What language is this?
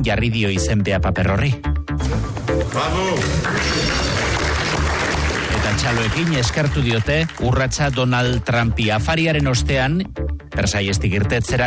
Basque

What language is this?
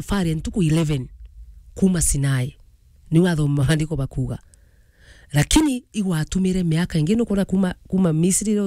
Meru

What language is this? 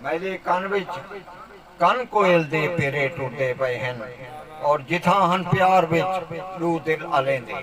Saraiki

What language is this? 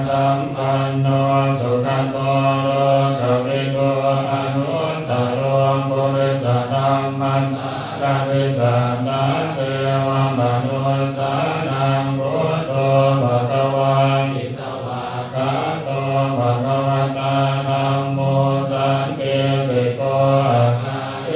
Pali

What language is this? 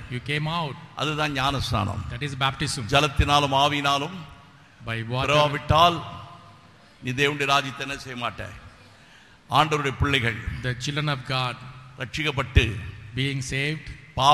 Tamil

